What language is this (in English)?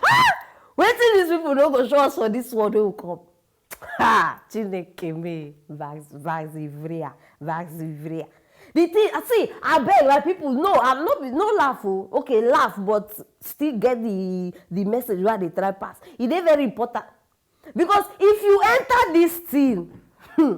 Nigerian Pidgin